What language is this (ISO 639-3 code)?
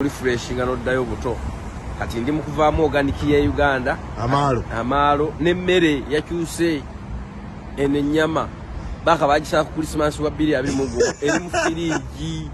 lug